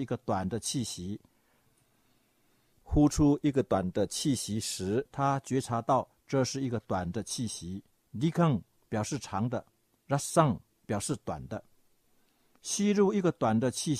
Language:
Chinese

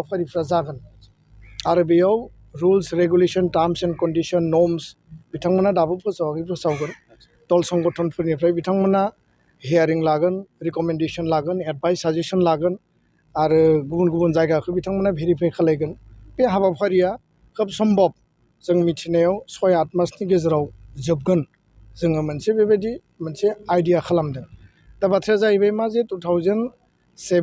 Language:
Bodo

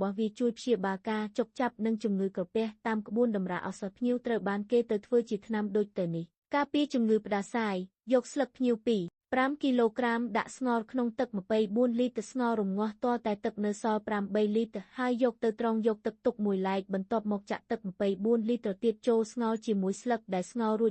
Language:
Khmer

